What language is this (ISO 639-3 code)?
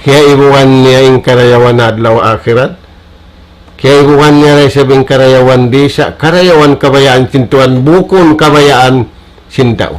tsg